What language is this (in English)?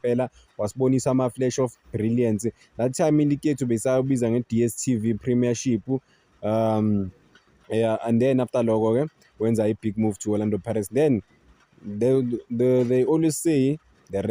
Zulu